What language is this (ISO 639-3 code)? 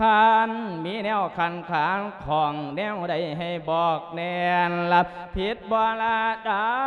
lao